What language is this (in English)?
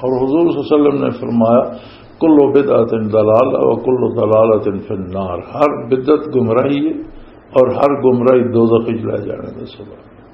Western Panjabi